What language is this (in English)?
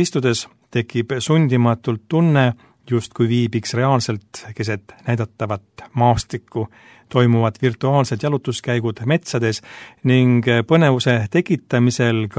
Estonian